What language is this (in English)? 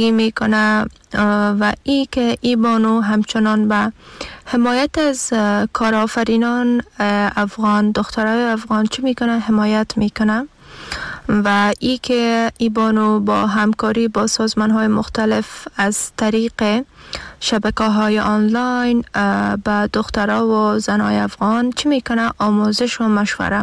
Persian